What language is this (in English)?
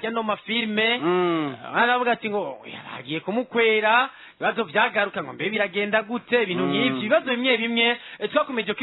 Rundi